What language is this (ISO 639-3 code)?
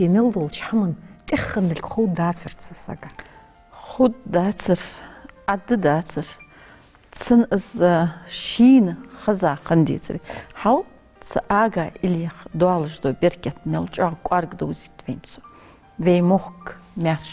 inh